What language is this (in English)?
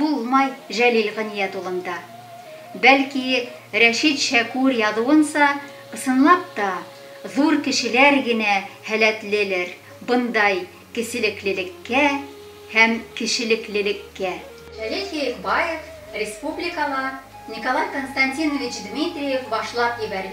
Bashkir